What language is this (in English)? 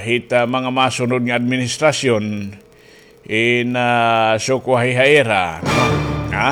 Waray